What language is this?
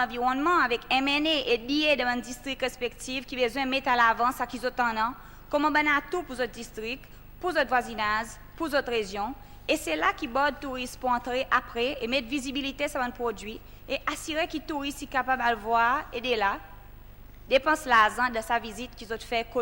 Seselwa Creole French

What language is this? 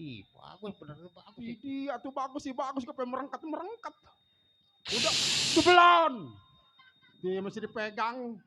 Betawi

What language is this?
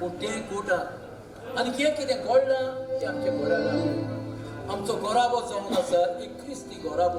Konkani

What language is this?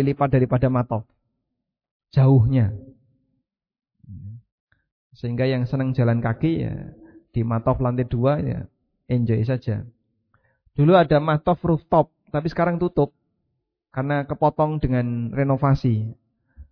Indonesian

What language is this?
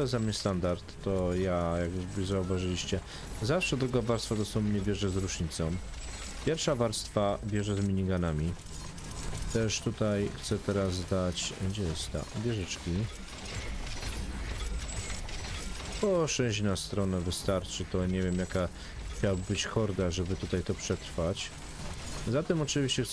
Polish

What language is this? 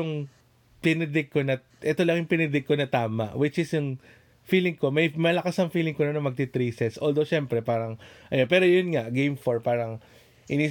Filipino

